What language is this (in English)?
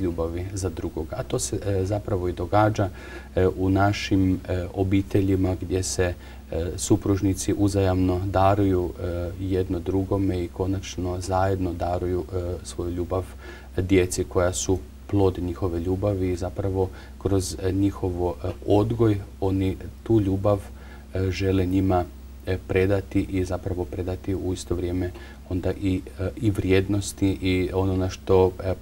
Croatian